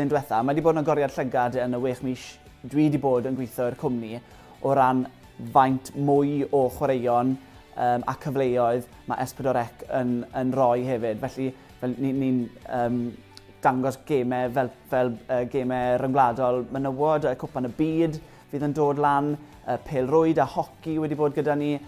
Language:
Welsh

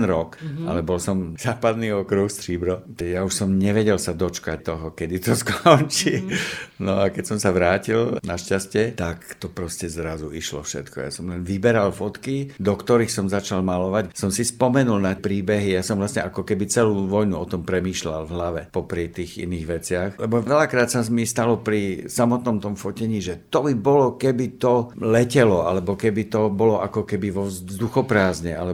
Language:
Slovak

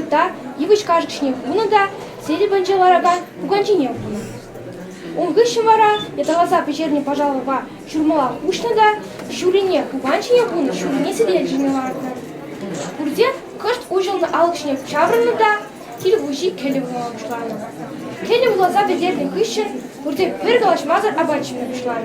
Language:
Chuvash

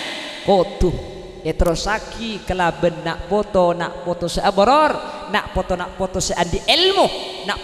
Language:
Madurese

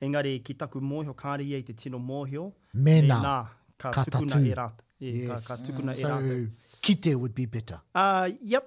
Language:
Māori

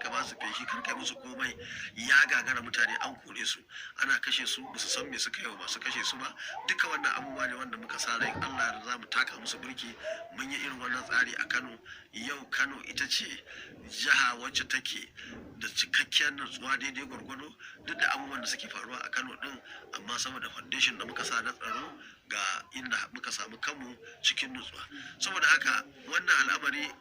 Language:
Hausa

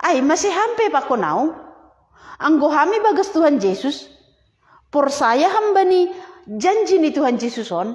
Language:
Batak Simalungun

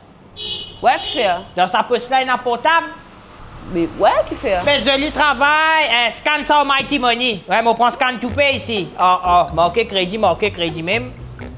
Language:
Morisyen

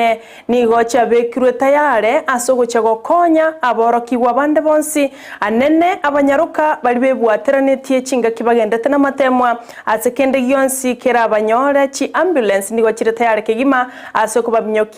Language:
Gusii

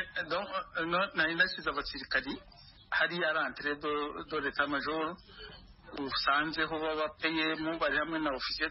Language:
Kinyarwanda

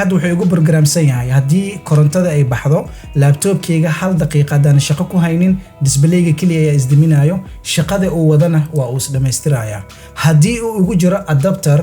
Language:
Somali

